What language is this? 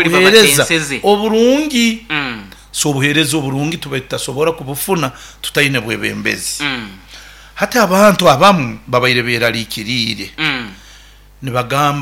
Nyoro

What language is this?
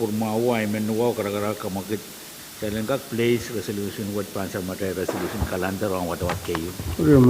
Pohnpeian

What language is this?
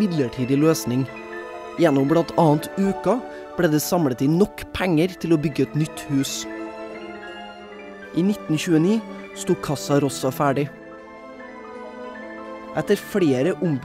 Norwegian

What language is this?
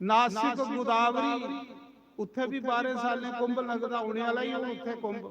Dogri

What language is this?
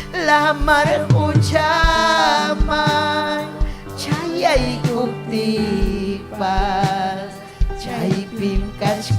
Ayacucho Quechua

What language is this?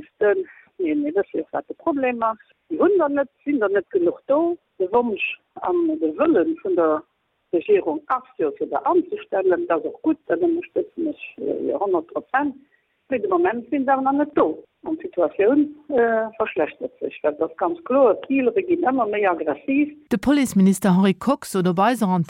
Luxembourgish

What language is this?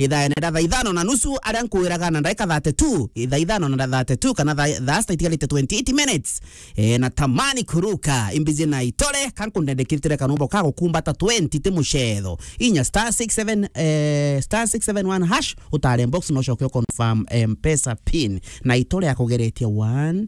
Meru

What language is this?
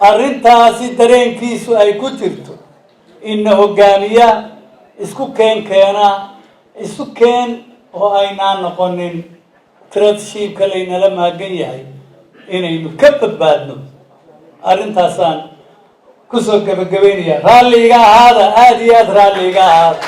Somali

